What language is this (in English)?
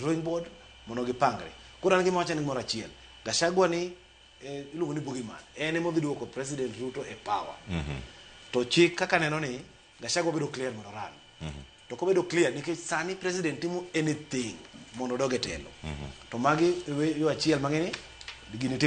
Luo (Kenya and Tanzania)